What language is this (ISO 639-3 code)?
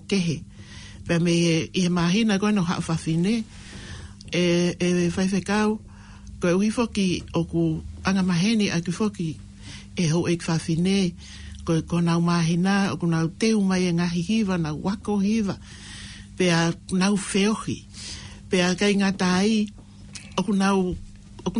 ton